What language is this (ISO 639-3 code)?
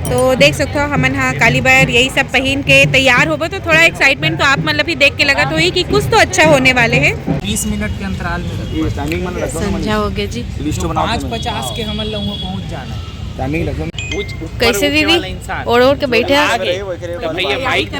hne